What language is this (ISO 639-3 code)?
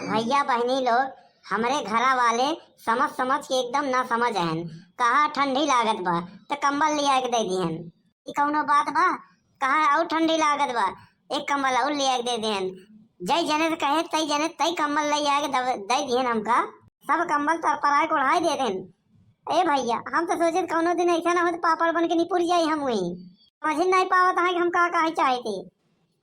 awa